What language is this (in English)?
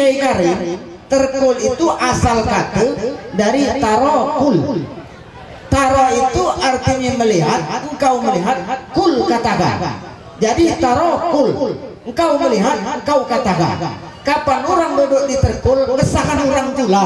Musi